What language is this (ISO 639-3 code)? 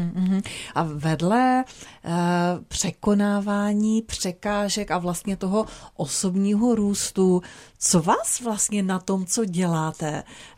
ces